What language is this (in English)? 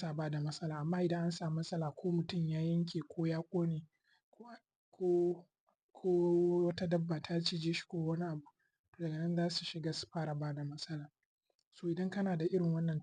Hausa